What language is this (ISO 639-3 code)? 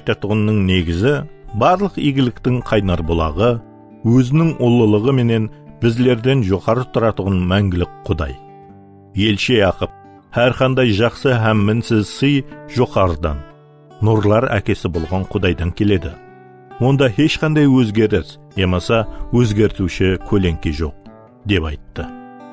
kaa